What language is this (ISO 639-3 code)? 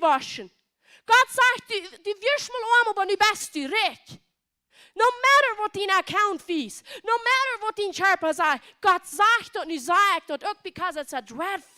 pdt